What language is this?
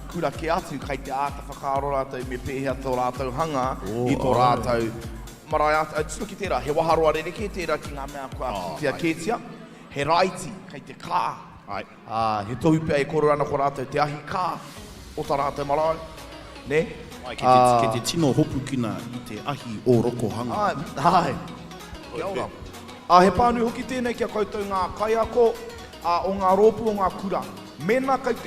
Māori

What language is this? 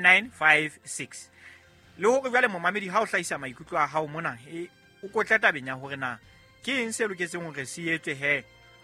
Southern Sotho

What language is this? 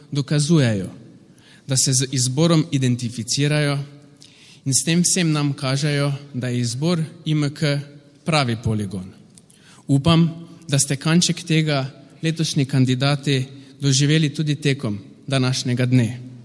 Slovenian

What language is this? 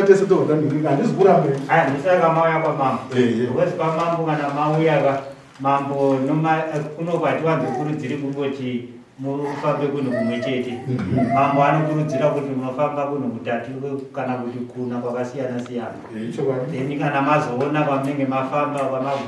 Shona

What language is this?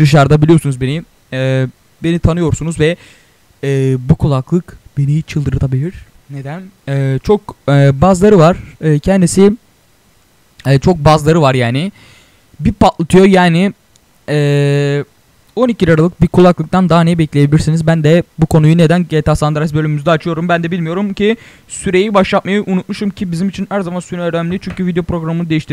Turkish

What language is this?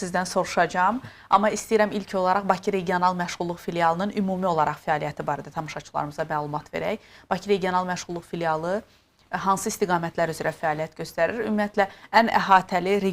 Azerbaijani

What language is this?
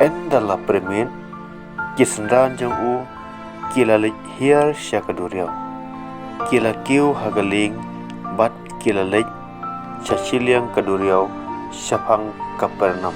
Khasi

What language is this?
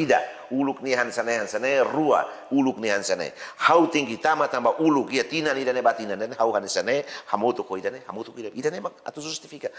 Tetum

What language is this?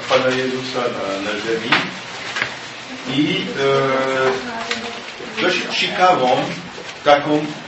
Polish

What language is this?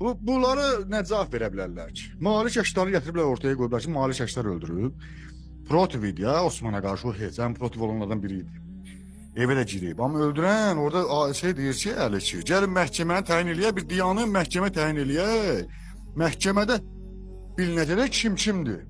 Azerbaijani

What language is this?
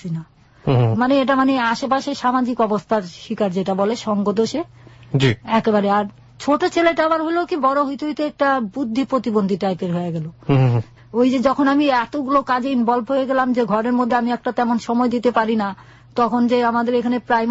Bangla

